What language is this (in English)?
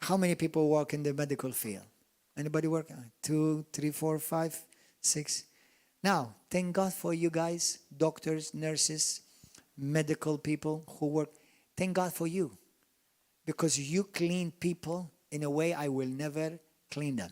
English